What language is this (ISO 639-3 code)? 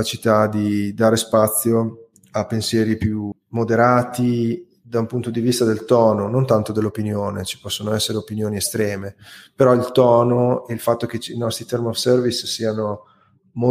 ita